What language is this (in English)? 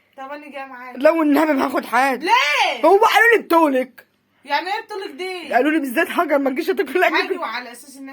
Egyptian Arabic